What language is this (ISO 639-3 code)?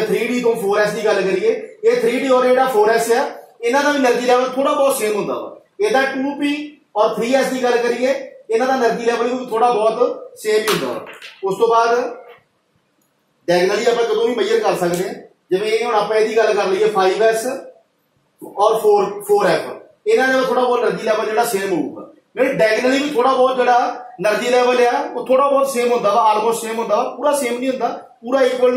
pan